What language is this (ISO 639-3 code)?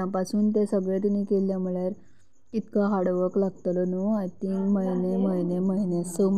kok